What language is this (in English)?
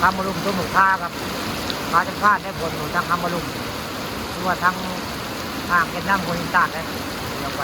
Northeastern Thai